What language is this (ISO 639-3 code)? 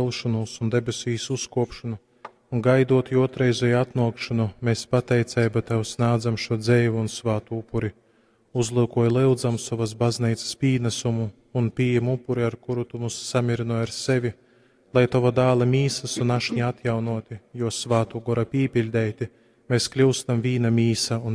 ltg